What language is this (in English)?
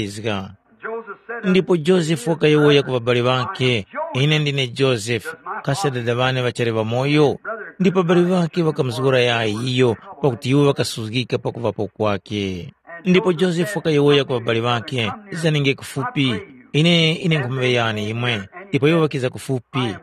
Tumbuka